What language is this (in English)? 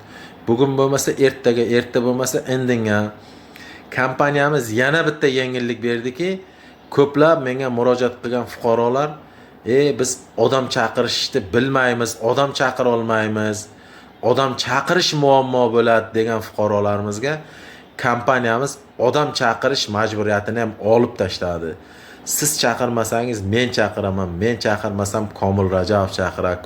Uzbek